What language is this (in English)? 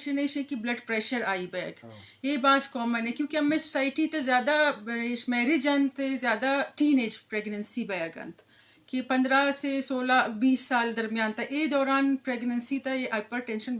Eastern Balochi